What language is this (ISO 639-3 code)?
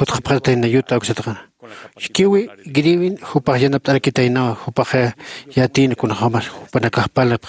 aym